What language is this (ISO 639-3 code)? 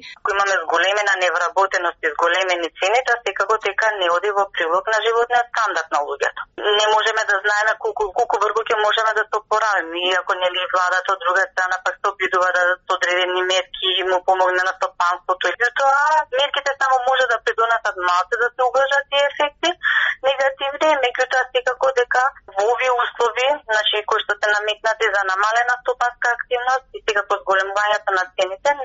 mkd